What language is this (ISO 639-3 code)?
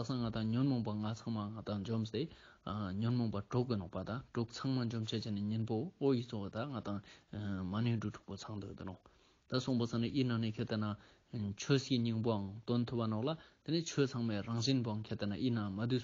lbj